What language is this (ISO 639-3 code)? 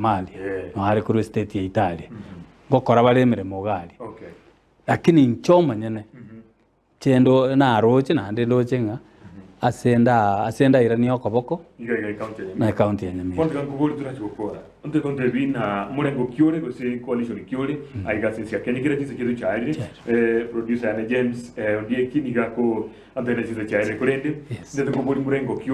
guz